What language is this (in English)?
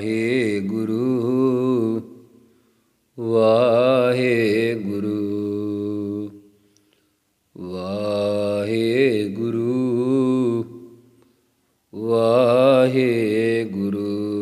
Punjabi